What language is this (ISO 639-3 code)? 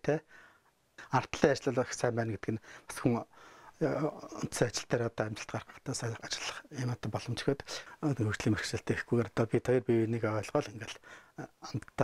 mon